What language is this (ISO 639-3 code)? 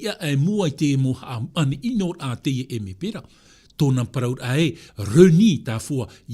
tah